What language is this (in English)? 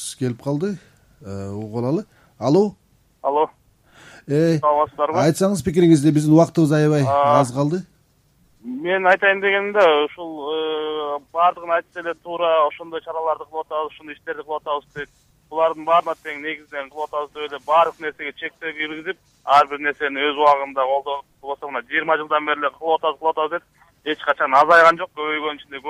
Kyrgyz